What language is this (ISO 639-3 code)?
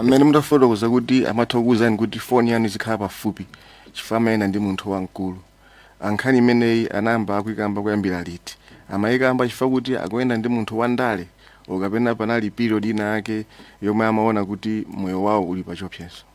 nya